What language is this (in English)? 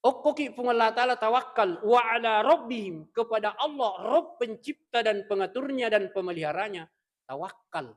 Buginese